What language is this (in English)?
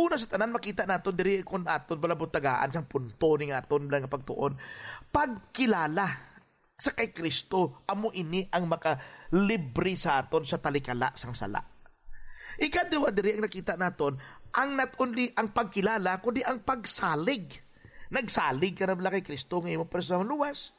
Hiligaynon